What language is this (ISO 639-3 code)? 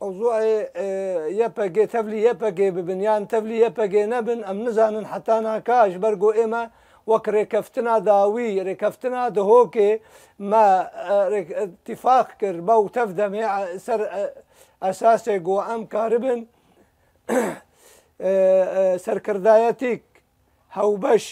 kur